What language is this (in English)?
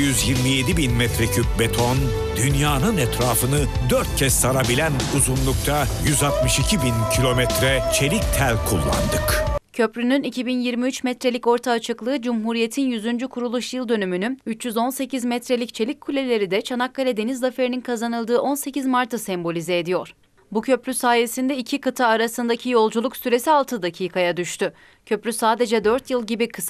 Turkish